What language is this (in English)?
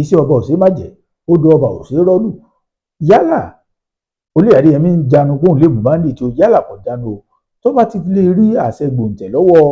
Yoruba